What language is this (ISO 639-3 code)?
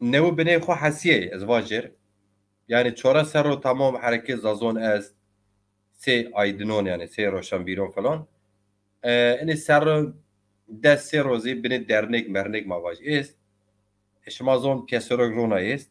zza